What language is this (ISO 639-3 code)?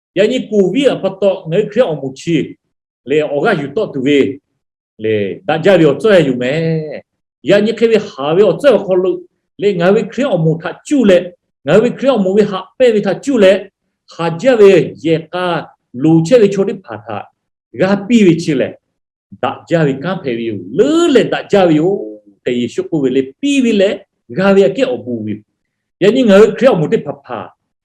lhu